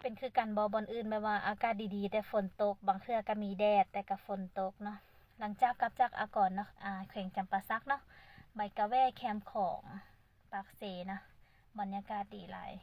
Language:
Lao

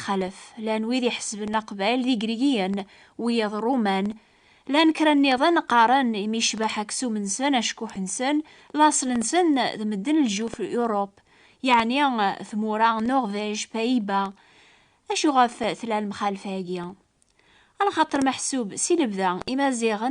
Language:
Kabyle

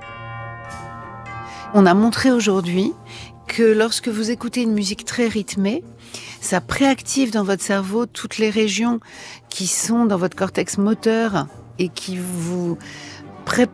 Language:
French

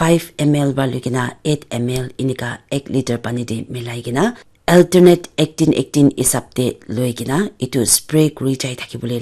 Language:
Naga Pidgin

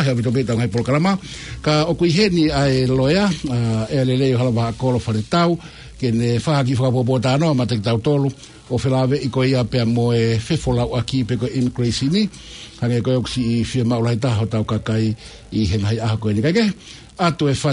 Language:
Tongan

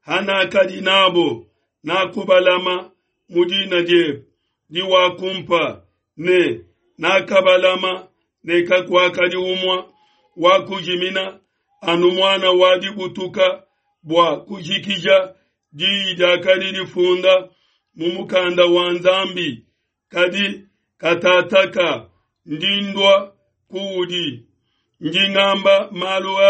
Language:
Luba-Lulua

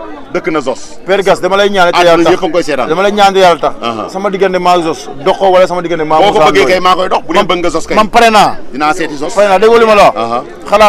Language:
Wolof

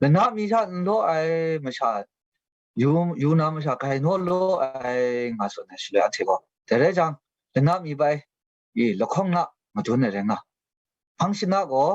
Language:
Kachin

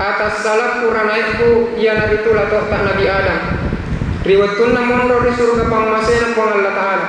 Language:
Buginese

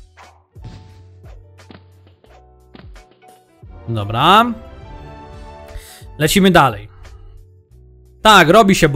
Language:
Polish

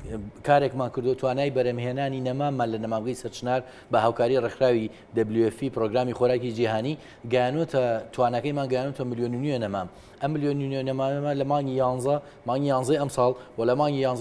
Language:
Central Kurdish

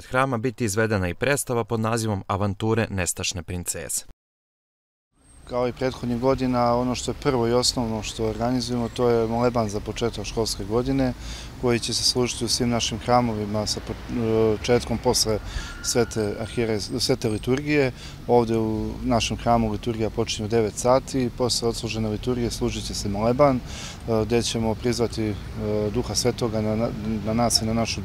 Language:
Serbian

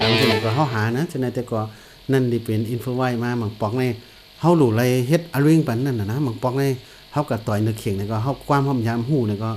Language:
Shan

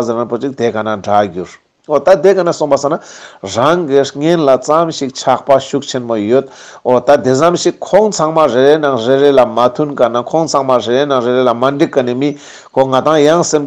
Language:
Ladakhi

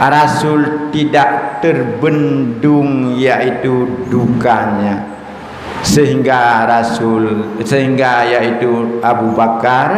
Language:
Achinese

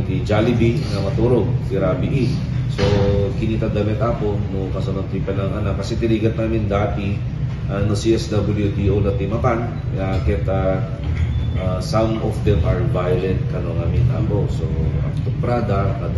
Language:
Iloko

